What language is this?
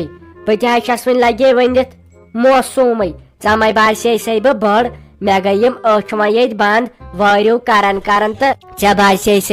Kashmiri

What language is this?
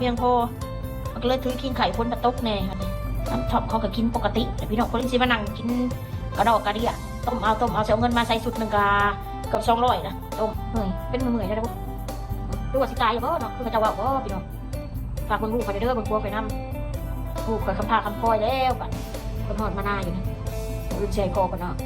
Northeastern Thai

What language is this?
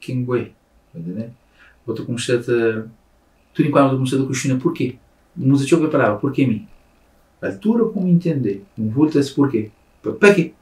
Kabuverdianu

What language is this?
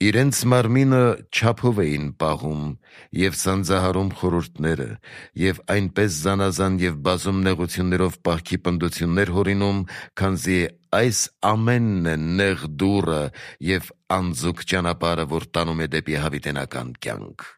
Armenian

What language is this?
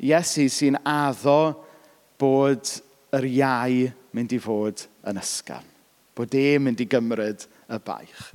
Welsh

